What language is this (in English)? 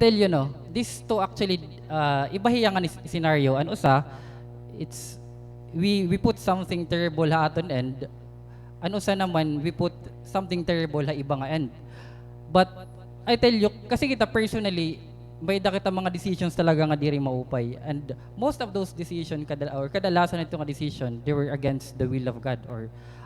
Waray